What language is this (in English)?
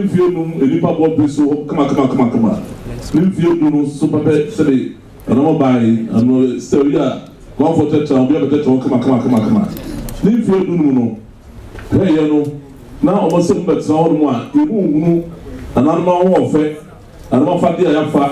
Akan